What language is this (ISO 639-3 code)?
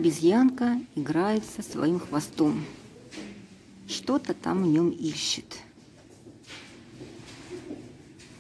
rus